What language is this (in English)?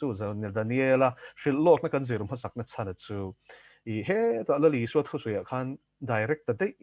Mizo